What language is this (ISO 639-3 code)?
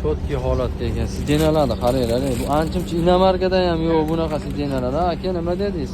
uzb